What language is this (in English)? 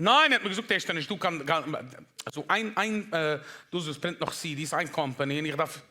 Yiddish